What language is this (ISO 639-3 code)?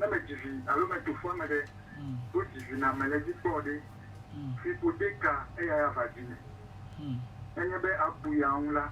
ewe